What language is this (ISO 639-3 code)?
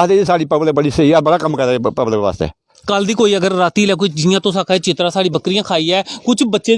doi